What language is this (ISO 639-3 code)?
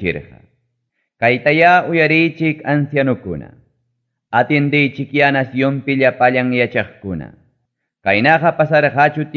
quy